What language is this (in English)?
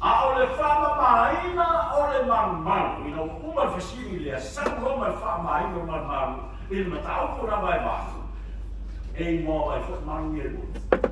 Samoan